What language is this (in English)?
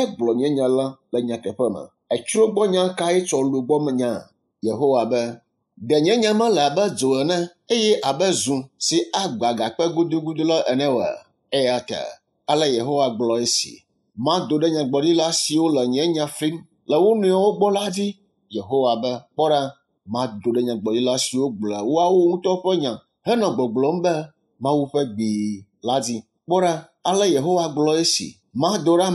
Ewe